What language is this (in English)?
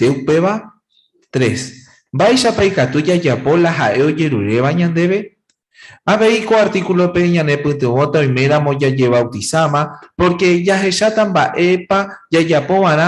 Guarani